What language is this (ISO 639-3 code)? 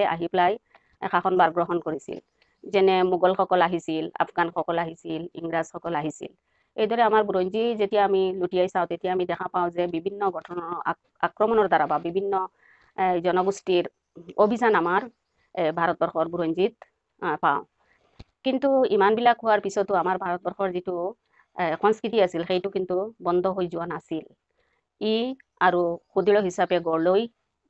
asm